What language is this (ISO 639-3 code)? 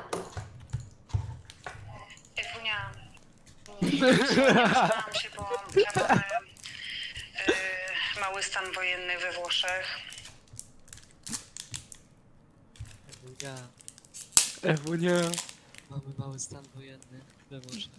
pol